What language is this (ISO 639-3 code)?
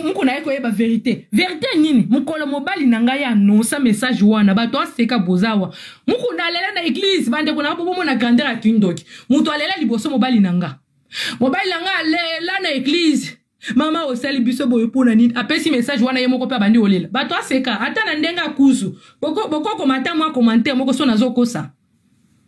lin